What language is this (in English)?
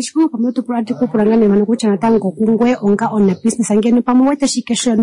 Kuanyama